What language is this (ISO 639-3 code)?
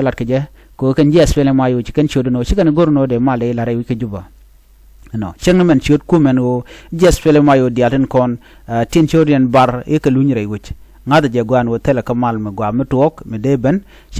nus